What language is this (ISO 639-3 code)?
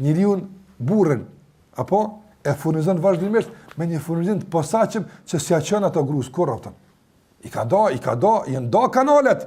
sqi